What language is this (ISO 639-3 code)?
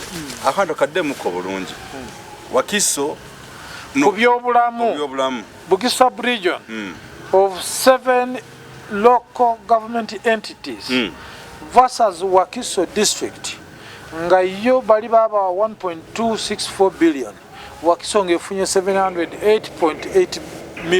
lug